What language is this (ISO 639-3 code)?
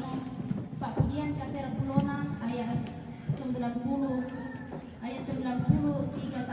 sda